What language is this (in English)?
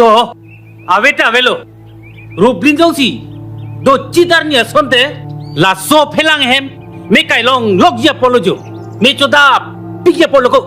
Karbi